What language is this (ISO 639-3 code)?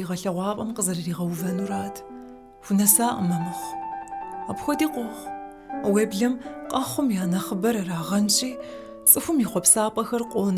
kbd